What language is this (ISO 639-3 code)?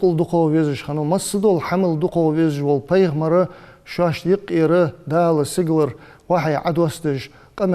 inh